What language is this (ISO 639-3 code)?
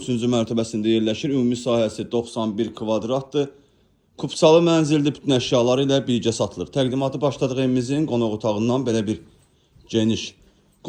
aze